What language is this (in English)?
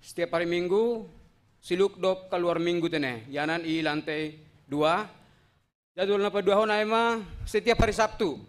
Batak Simalungun